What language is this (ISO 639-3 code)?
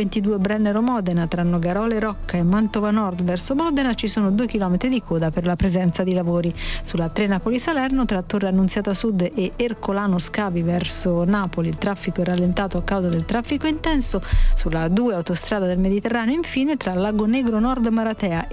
ita